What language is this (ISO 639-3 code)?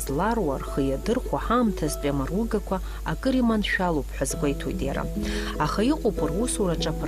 abk